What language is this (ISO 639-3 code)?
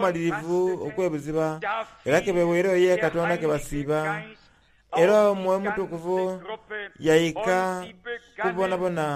xog